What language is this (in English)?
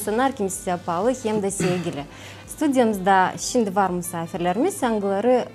Gagauz